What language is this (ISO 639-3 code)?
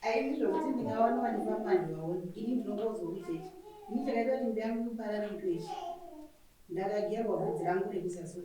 sna